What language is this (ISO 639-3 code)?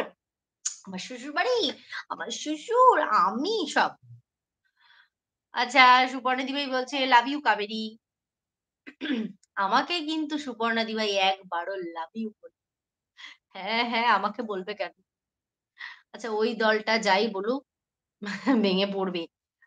ben